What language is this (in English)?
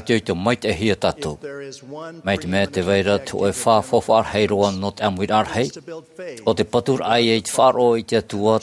Tahitian